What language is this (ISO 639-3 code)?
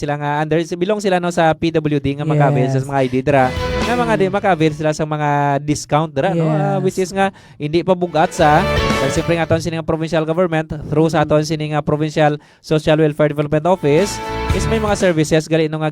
hil